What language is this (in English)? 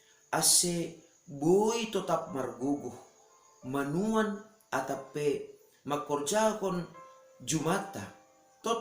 Batak Simalungun